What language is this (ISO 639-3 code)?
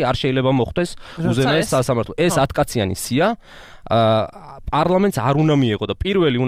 kat